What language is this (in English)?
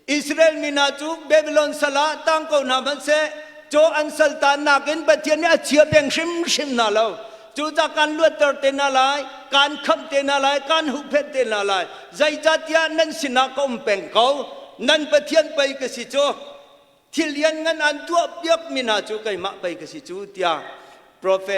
Hakha Chin